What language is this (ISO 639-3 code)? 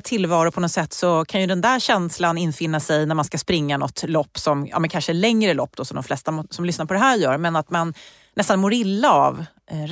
swe